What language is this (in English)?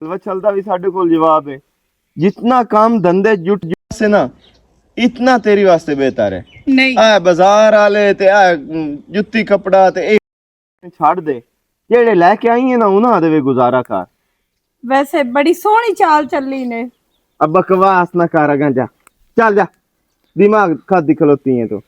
Western Panjabi